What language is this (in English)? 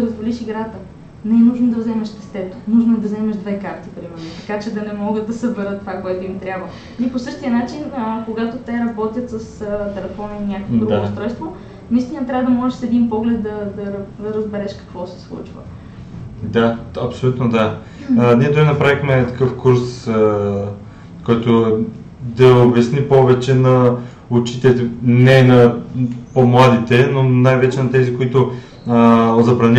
Bulgarian